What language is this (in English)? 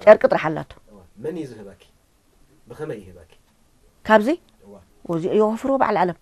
Tigrinya